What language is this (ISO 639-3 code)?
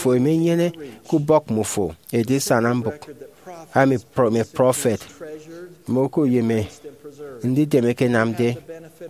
efi